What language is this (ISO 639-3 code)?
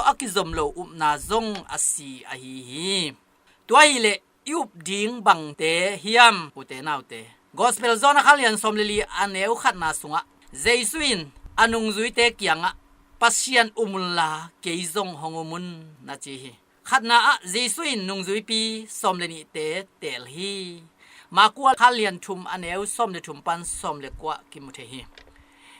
ctd